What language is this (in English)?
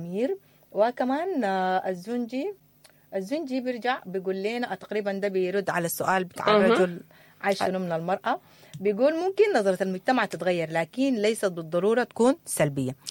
Sudanese Arabic